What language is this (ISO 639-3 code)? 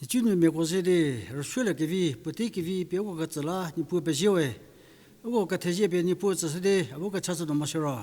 njm